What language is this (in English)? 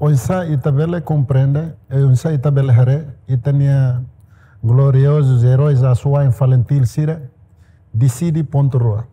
Tetum